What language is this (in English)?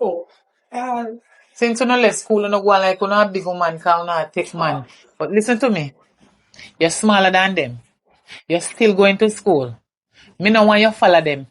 Jamaican Creole English